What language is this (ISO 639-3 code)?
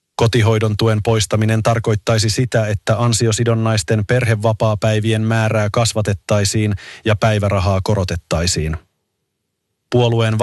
fin